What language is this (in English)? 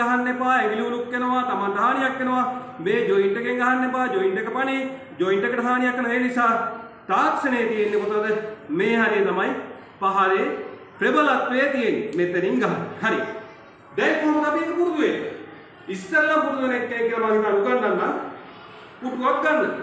Sinhala